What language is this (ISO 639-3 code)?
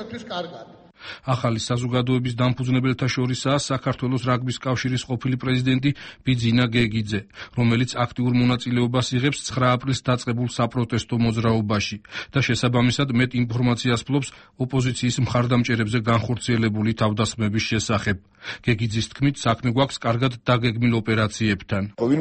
kat